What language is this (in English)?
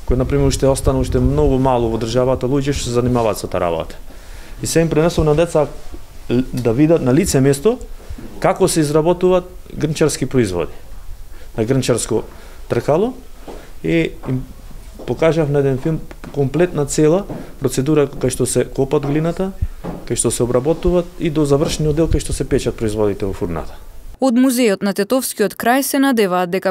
Macedonian